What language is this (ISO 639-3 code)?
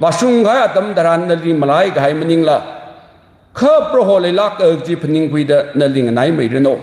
nmf